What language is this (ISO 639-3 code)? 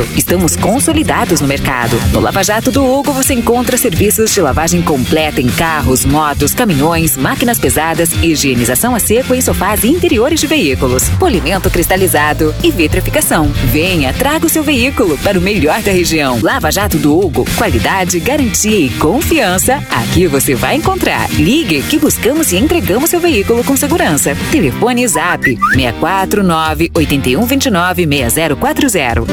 por